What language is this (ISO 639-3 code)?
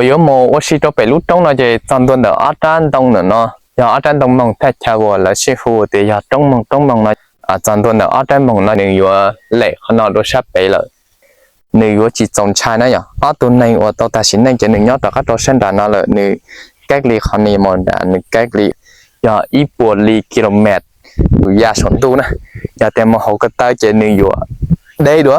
hmn